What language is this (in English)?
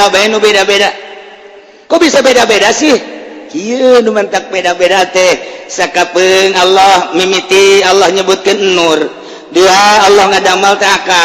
Sundanese